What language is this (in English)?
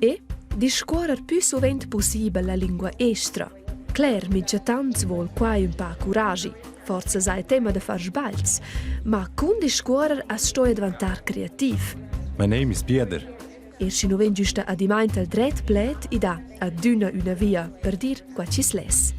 Romansh